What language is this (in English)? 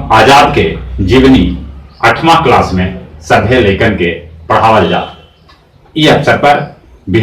Magahi